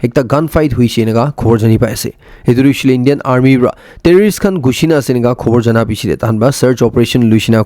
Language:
Naga Pidgin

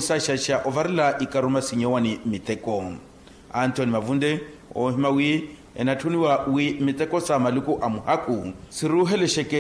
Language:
Makhuwa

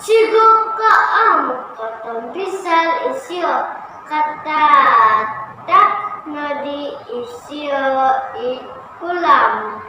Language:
Central Dusun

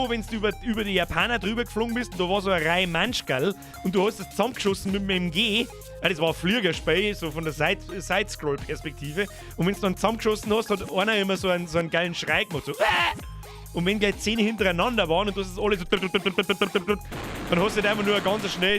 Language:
Bavarian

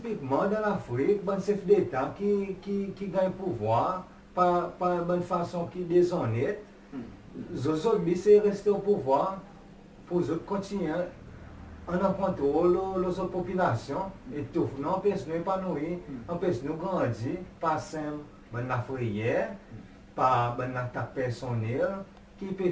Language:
Seselwa Creole French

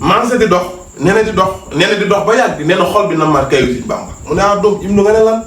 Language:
Wolof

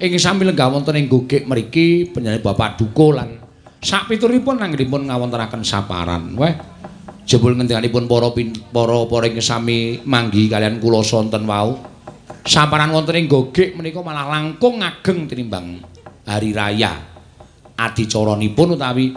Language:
Javanese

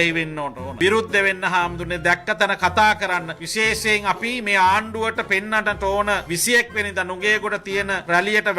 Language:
Sinhala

